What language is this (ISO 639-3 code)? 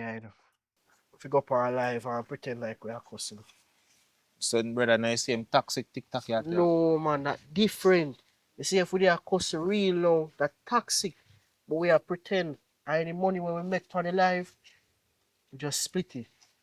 jam